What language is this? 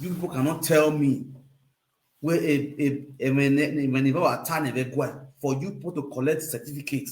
Nigerian Pidgin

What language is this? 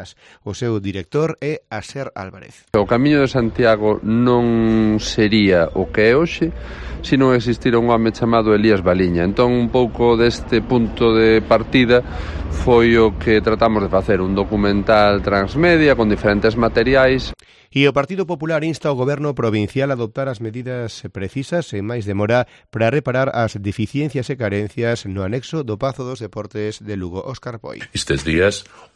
Galician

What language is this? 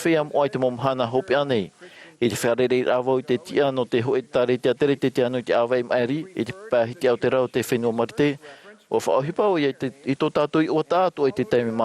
Tahitian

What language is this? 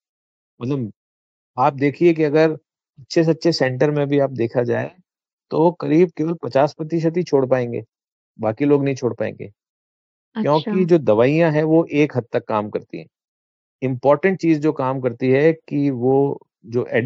Hindi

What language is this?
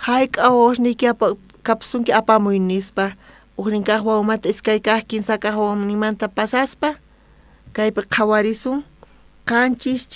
South Bolivian Quechua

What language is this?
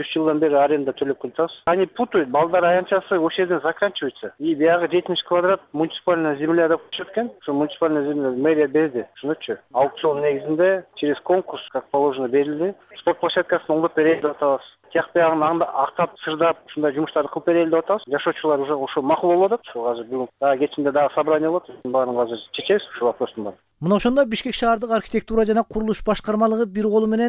Kyrgyz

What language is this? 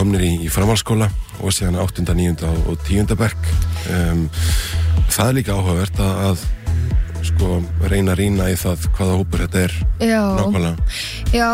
Icelandic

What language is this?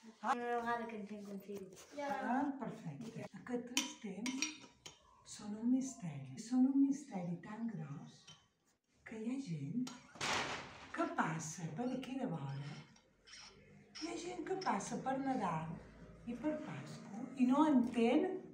Catalan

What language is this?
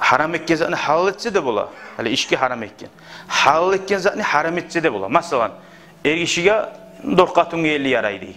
Kumyk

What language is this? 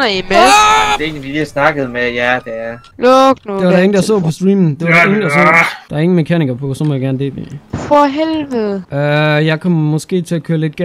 Danish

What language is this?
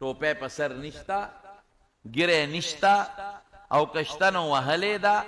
Pashto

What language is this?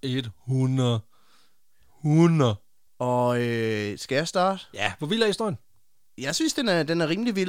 Danish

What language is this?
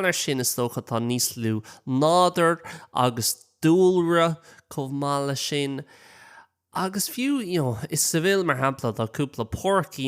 Irish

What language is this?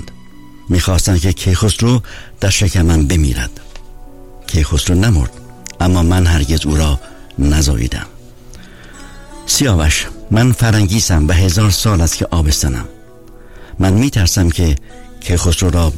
Persian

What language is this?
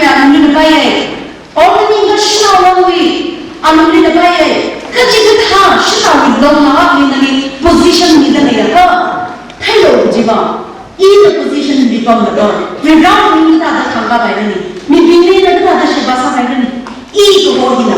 Tangkhul Naga (India)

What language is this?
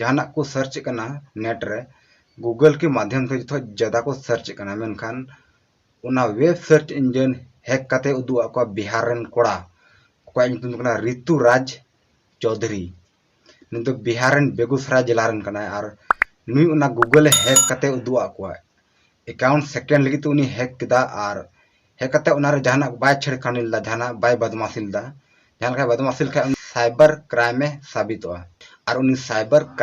Santali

